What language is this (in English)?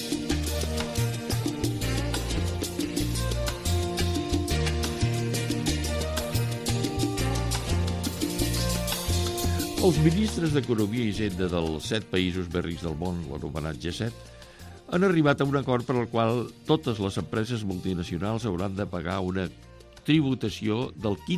Catalan